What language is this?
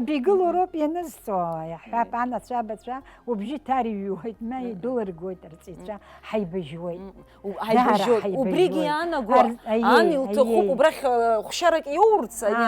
Abkhazian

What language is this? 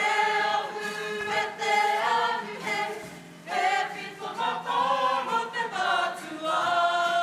Māori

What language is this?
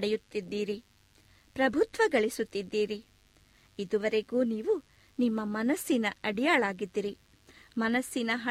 Kannada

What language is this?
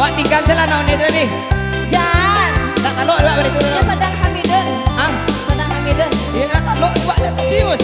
Minangkabau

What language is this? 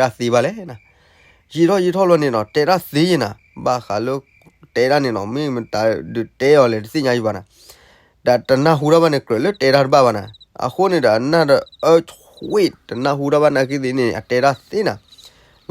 S'gaw Karen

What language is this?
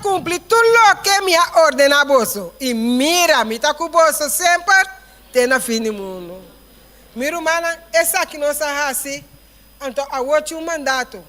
Papiamento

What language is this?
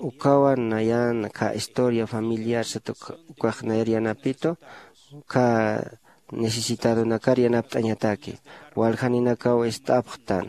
Aymara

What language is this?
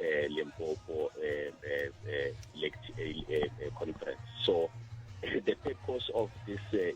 Tsonga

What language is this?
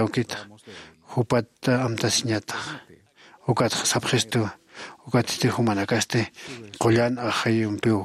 Aymara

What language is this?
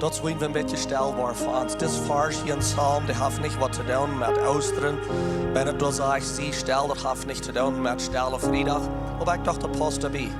Plautdietsch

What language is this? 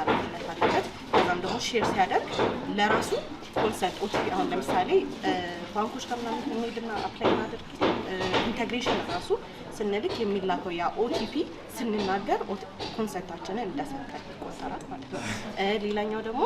Amharic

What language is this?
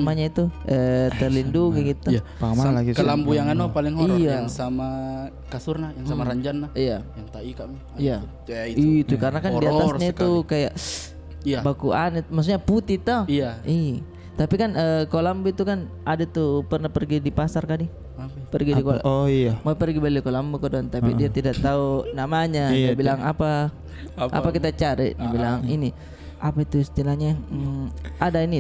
Makassar Malay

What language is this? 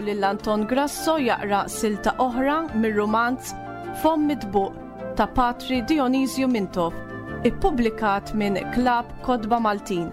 Maltese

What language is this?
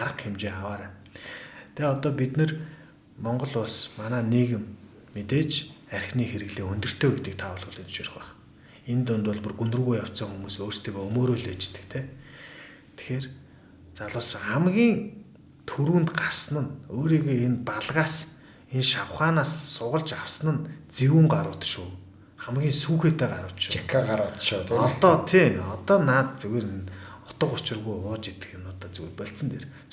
Mongolian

